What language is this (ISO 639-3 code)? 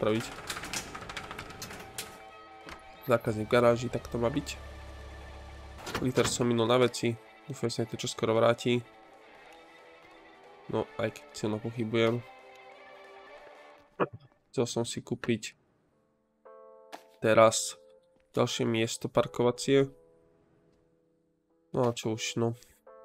slk